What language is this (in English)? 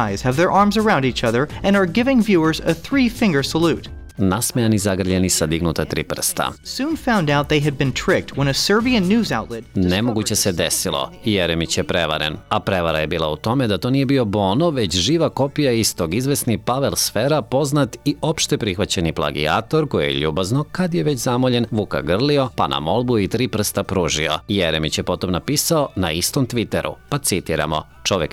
Serbian